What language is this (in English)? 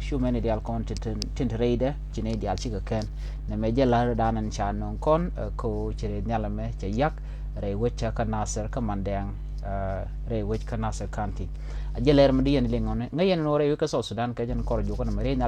Nuer